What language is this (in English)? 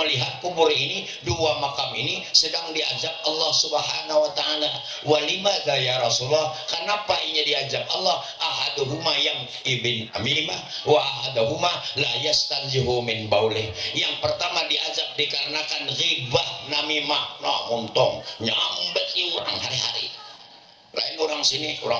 Banjar